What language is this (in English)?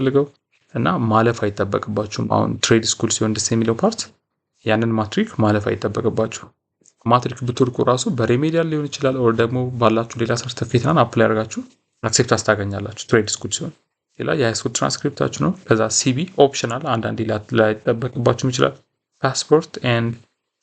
Amharic